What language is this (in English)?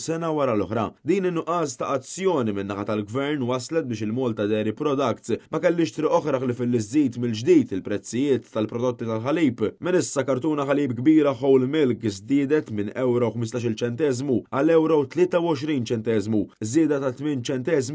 Maltese